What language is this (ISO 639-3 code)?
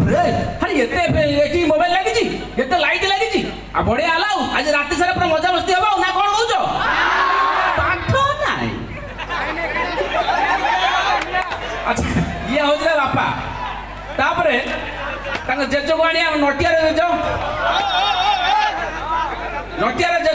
ori